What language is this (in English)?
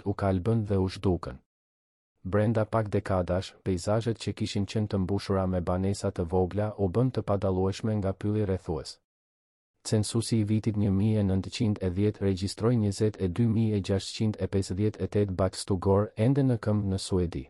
Albanian